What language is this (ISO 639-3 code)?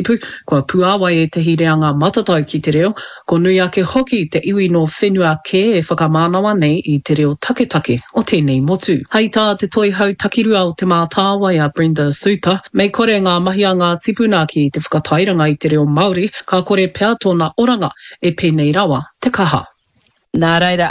mri